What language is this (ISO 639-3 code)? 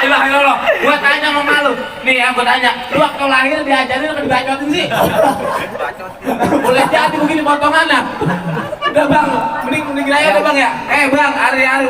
bew